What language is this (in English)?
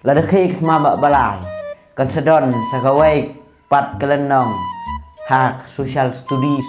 Khasi